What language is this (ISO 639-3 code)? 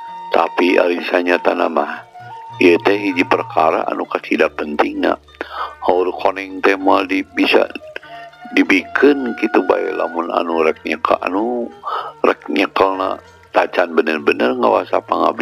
sun